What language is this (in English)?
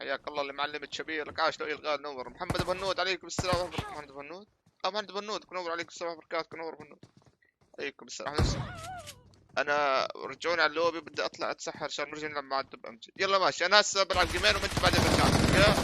North Levantine Arabic